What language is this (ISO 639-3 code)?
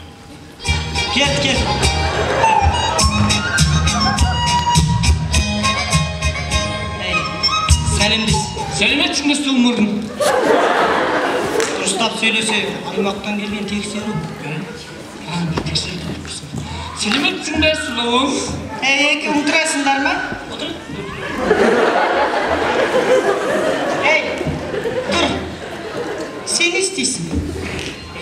kaz